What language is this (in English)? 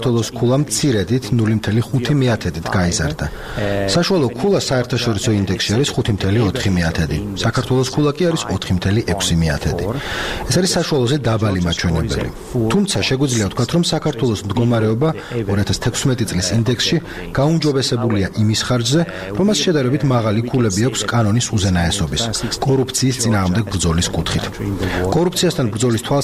Georgian